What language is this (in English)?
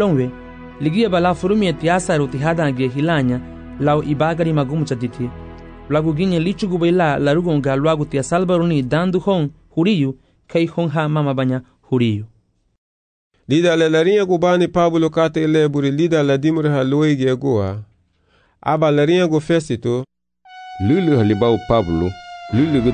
Garifuna